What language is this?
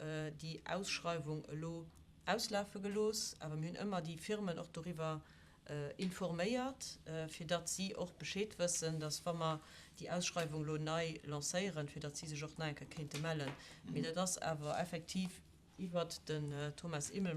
Luxembourgish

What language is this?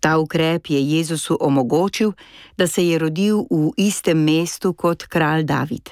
Slovenian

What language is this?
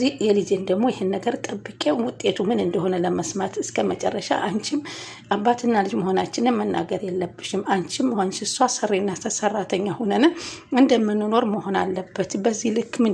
Amharic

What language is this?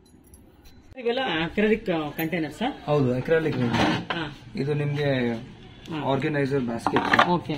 Kannada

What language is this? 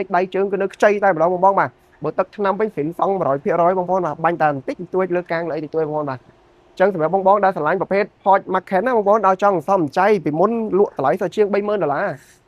Khmer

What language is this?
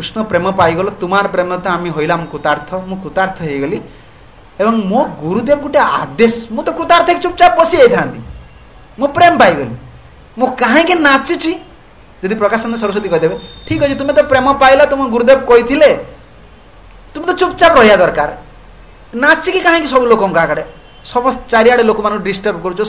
Odia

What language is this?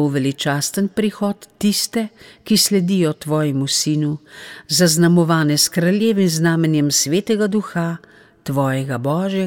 Slovenian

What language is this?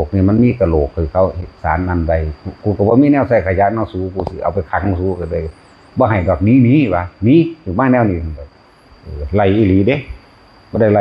Northeastern Thai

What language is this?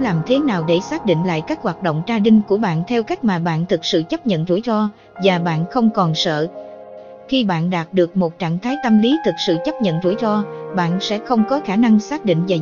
Vietnamese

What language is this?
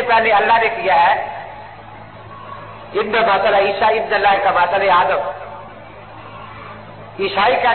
Urdu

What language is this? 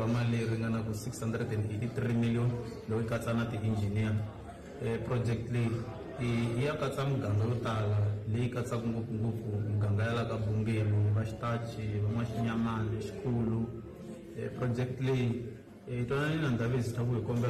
Tsonga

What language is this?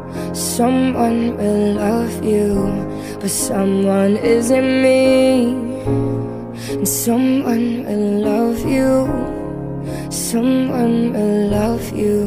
English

